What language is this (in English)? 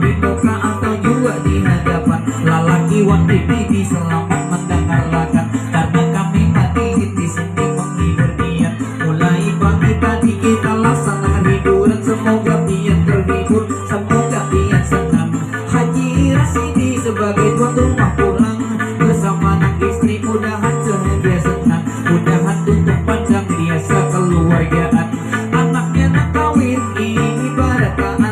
Banjar